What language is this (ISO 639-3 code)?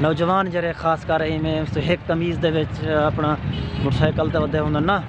skr